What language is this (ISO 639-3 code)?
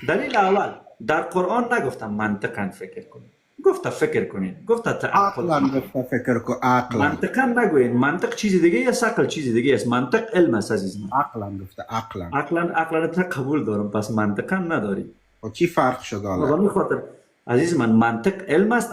fas